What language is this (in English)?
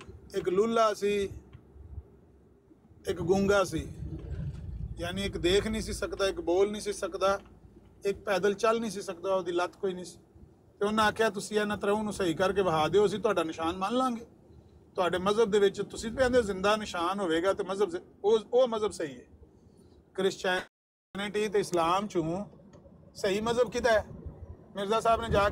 Punjabi